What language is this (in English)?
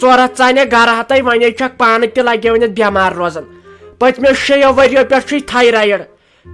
Kashmiri